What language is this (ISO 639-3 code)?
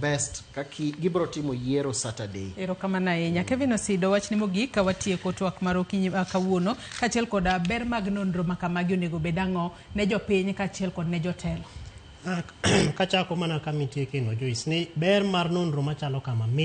luo